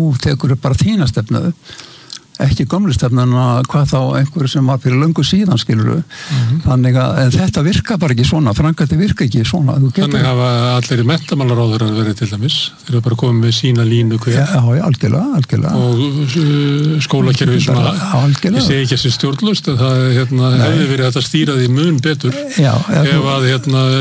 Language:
Icelandic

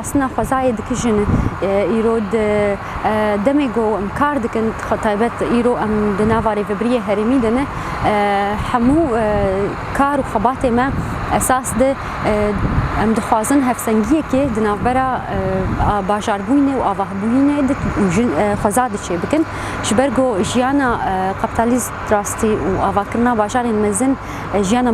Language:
Kurdish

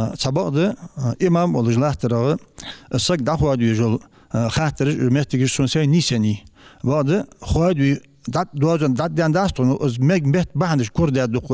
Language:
Ingush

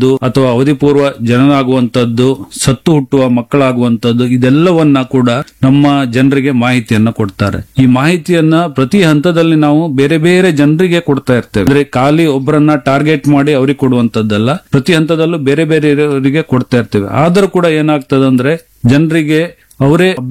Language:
Kannada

